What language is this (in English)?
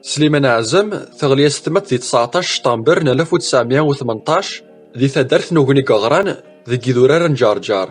Kabyle